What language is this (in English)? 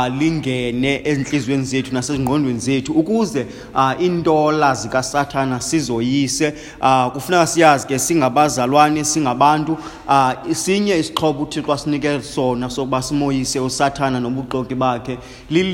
Xhosa